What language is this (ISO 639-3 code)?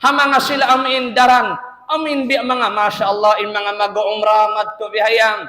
tsg